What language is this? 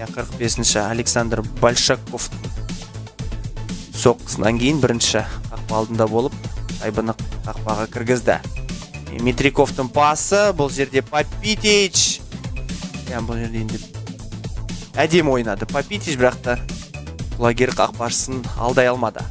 Kazakh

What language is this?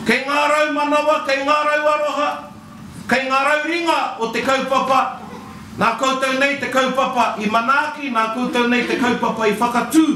Māori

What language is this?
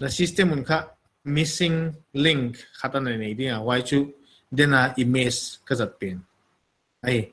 Paite Chin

